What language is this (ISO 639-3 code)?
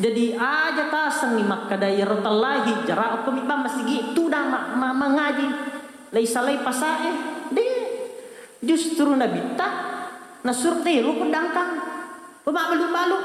bug